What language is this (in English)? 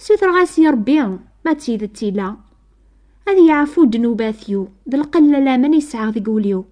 Kabyle